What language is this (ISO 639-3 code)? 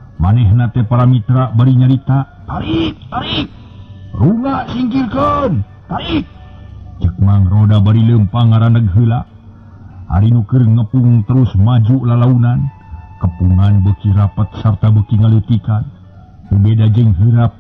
sun